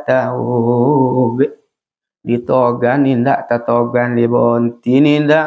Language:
Minangkabau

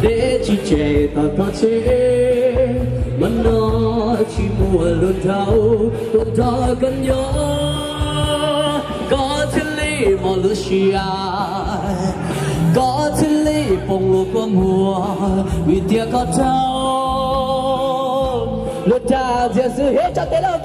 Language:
Hmong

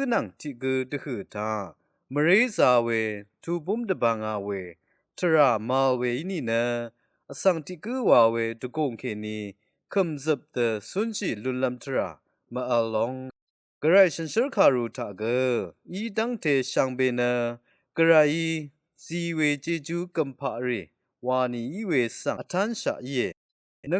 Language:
Rawang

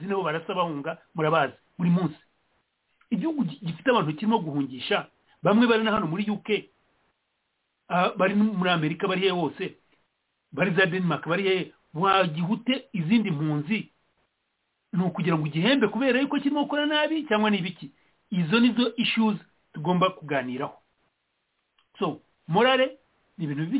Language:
Kinyarwanda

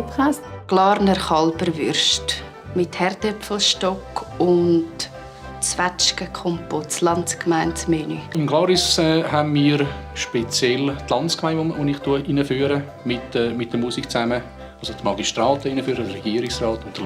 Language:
Swiss German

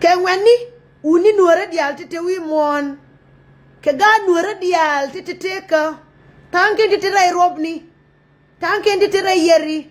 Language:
Nuer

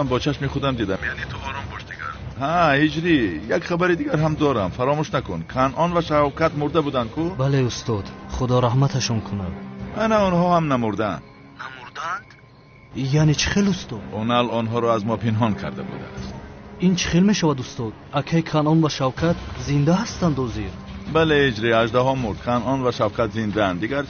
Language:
Tajik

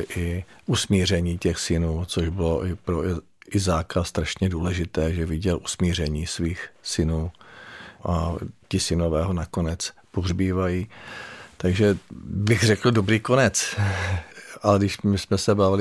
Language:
Czech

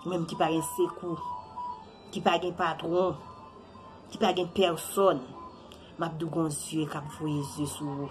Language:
Haitian Creole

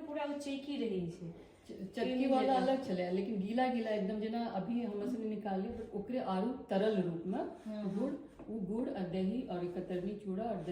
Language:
Maithili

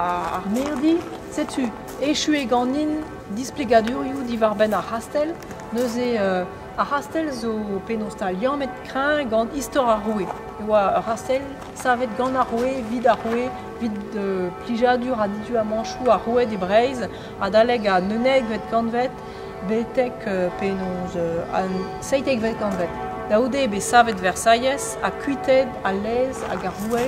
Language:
Breton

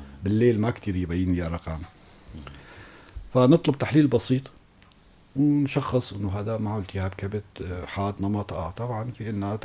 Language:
North Levantine Arabic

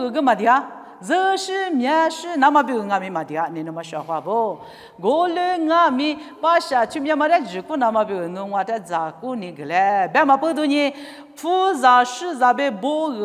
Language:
Lisu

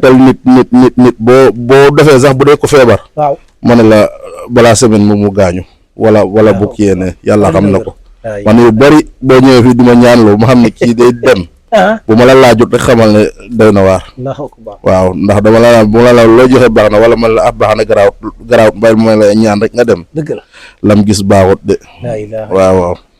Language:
Wolof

